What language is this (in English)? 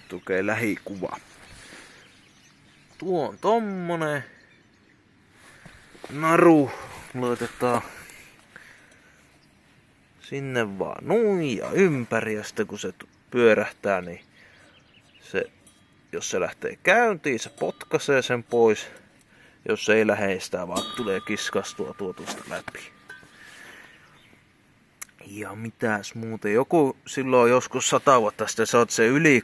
Finnish